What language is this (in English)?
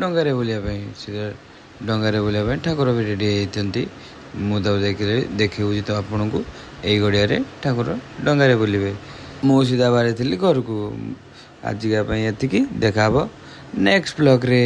Odia